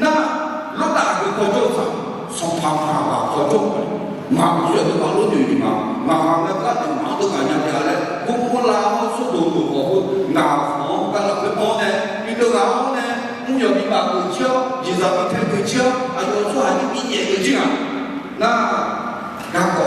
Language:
Akha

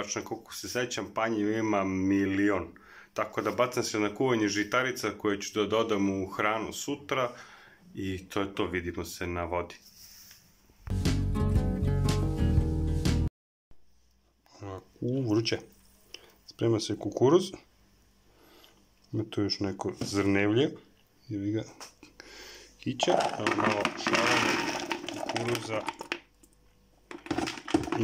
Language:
Serbian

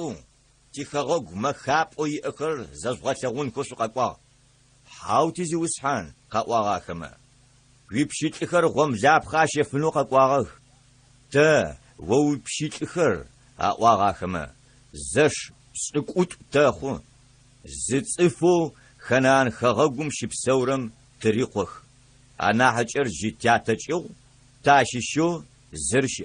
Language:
Adyghe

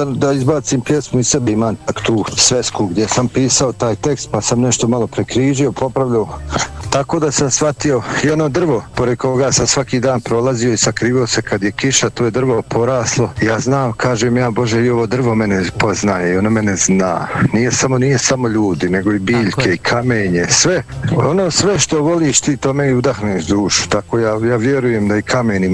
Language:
Serbian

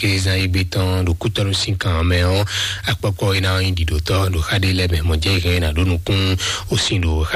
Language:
Fon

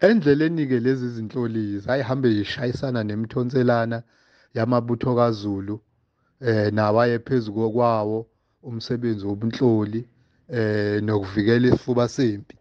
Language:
Zulu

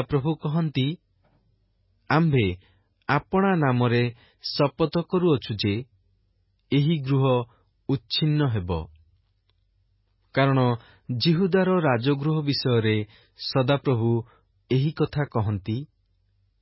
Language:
Odia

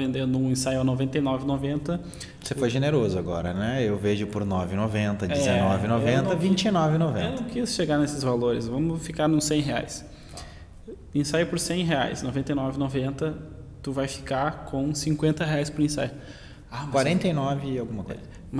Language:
Portuguese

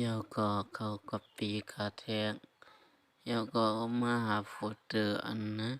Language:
Shan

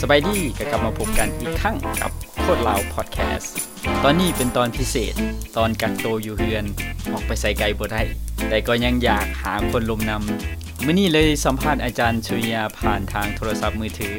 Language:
Lao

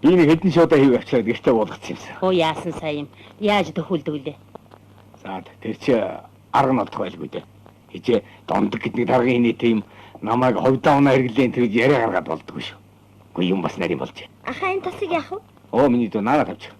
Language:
Mongolian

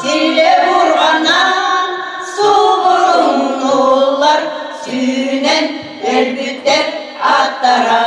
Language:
Yakut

